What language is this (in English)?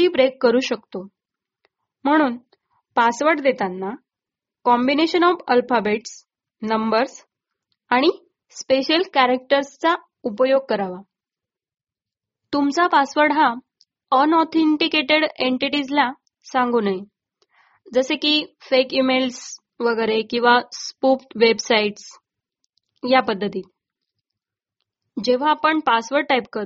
Marathi